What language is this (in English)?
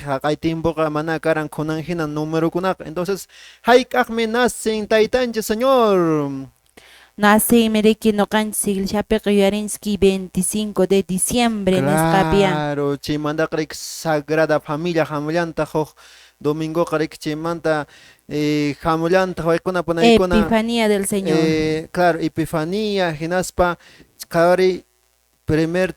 Quechua